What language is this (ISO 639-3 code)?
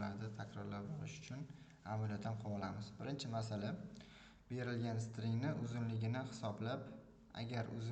uzb